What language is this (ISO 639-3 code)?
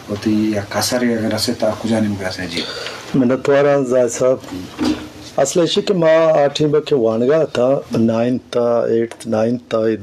bgp